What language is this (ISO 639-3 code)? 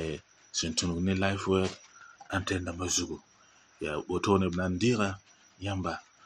mos